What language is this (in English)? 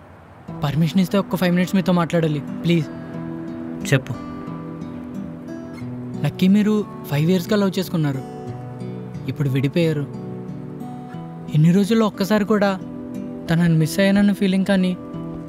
Telugu